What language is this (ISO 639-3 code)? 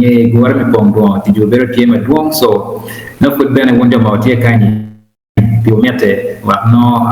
ach